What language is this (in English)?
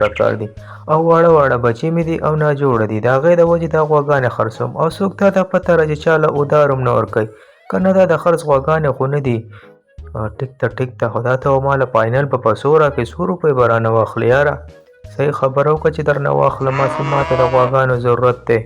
Pashto